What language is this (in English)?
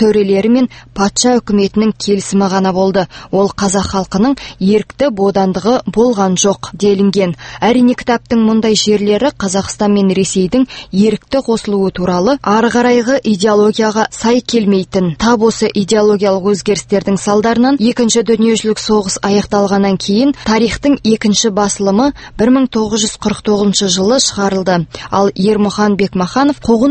Kazakh